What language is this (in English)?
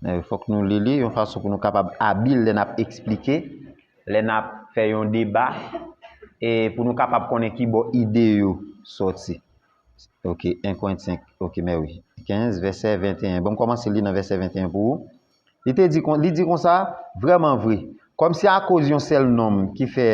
Haitian Creole